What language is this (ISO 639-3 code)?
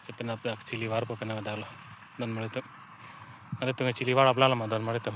mjw